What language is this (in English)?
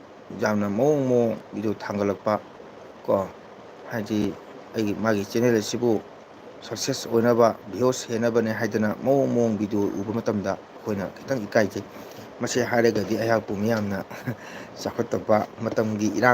Manipuri